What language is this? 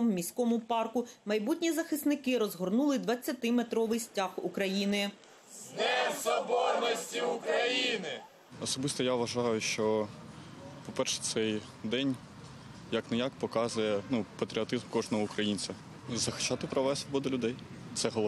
Ukrainian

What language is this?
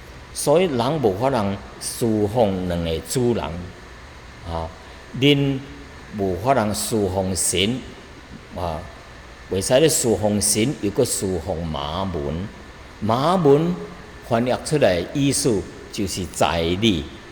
Min Nan Chinese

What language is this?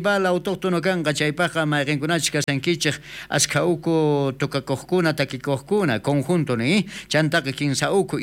South Bolivian Quechua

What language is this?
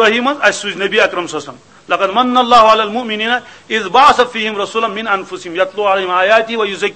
Kashmiri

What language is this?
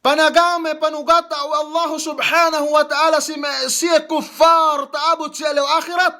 Yakan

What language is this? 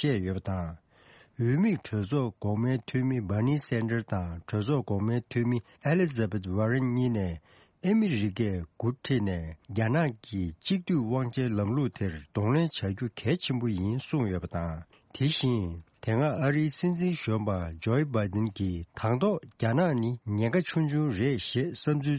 Tibetan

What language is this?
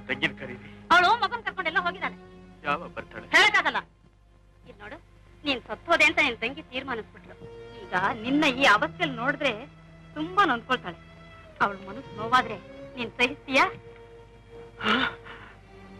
Kannada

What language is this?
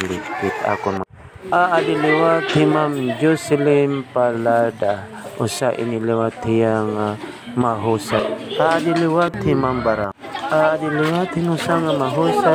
Waray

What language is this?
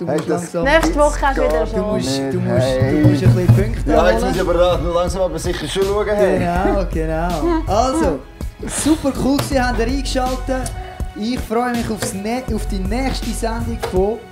Swiss German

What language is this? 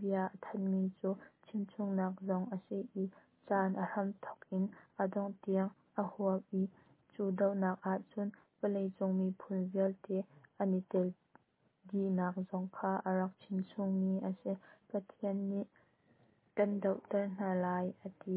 Hakha Chin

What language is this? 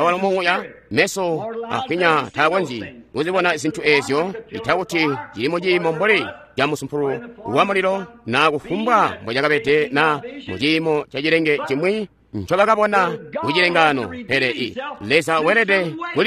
Tonga (Zambia)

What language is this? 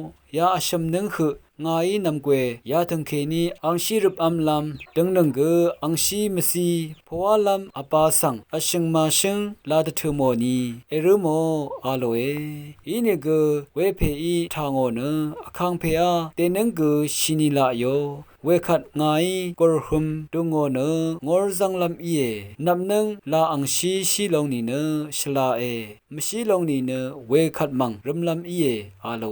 Rawang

